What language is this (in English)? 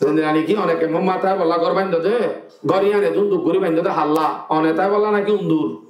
Rohingya